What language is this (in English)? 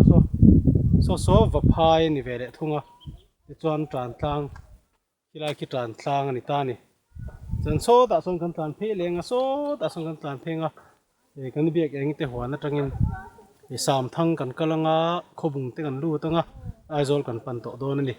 Mizo